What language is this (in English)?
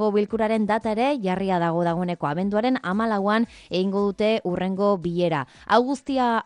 Basque